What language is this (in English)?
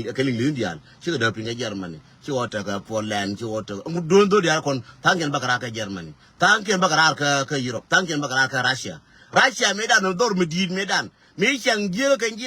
Nuer